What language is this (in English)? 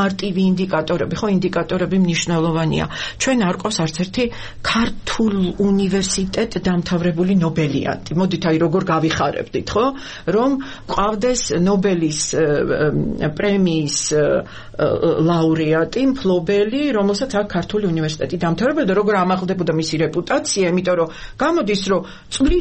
Georgian